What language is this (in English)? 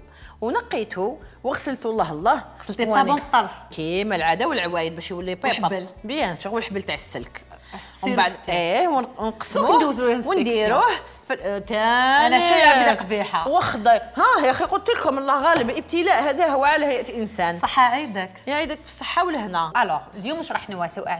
Algerian Arabic